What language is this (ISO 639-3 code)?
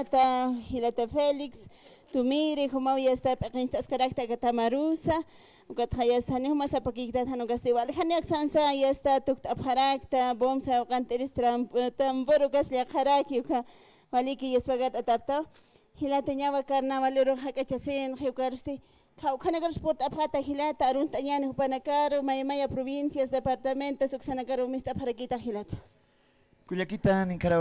aym